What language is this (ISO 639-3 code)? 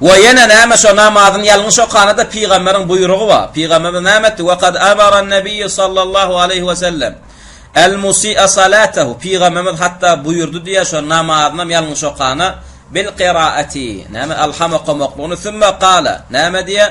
tuk